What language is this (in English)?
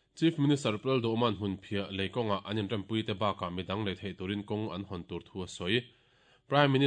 Mizo